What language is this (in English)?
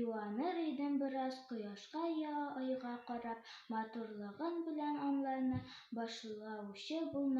Tatar